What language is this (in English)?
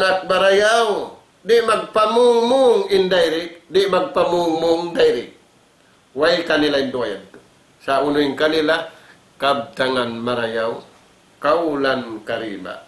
Tausug